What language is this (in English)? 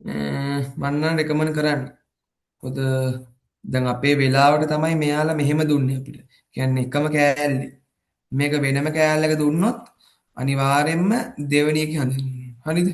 Sinhala